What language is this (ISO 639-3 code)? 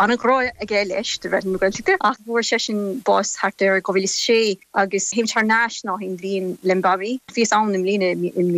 gle